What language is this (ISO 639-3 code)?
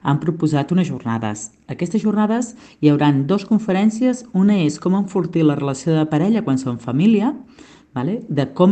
cat